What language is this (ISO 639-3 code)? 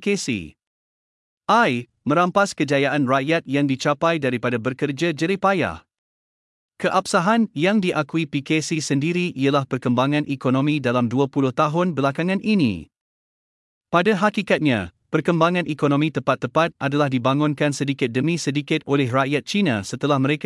msa